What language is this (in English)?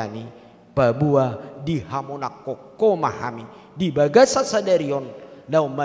Batak Toba